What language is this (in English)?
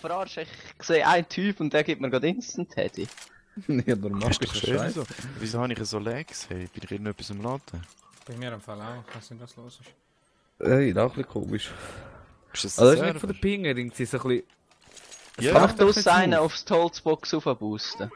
Swiss German